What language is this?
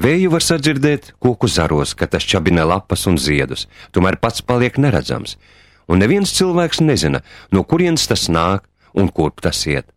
Latvian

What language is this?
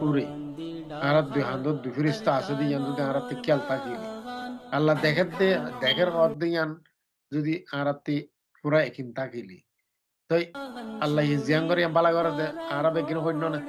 Rohingya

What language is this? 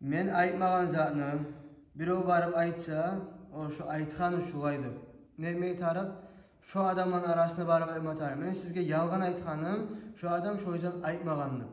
Kumyk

